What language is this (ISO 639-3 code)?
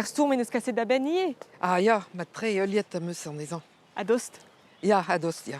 bre